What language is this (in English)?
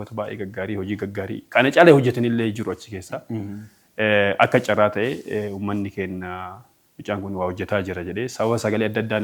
Oromo